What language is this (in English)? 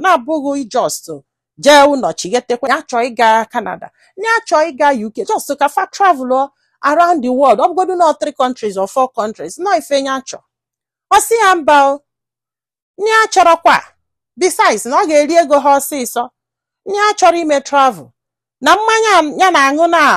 Igbo